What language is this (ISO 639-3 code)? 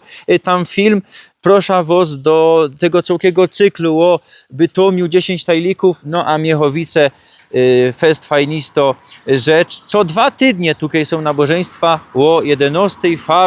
szl